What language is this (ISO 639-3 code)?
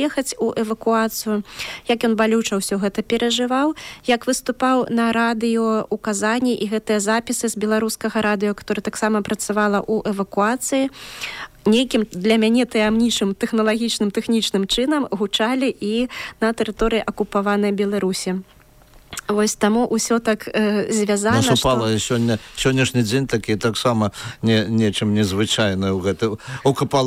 bel